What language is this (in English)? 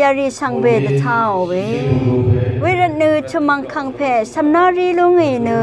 Rawang